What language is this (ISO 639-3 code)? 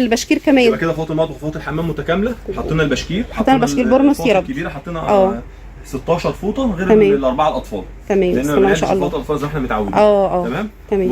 arz